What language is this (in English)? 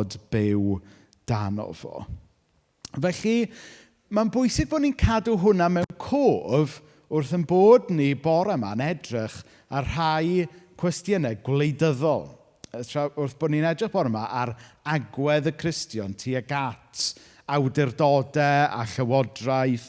Welsh